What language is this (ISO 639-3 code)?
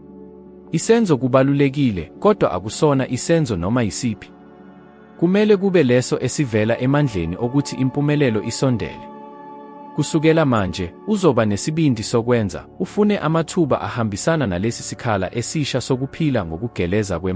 zul